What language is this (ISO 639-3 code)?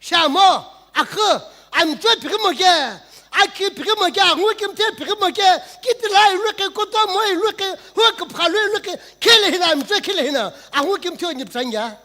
nsm